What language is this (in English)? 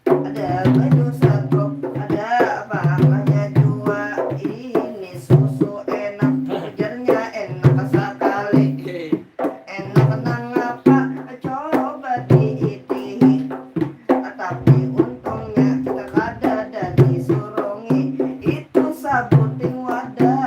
Banjar